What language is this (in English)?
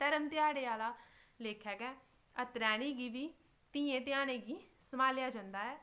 Dogri